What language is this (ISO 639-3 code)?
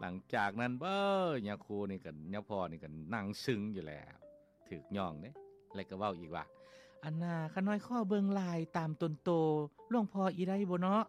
lao